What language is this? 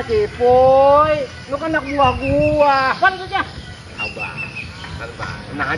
Betawi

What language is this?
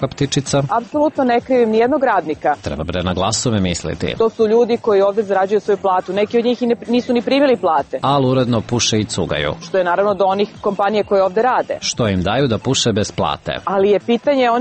Serbian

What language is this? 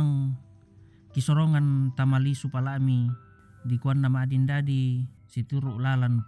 Toraja-Sa'dan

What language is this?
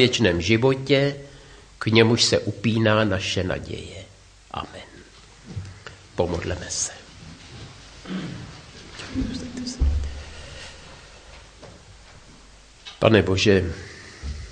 Czech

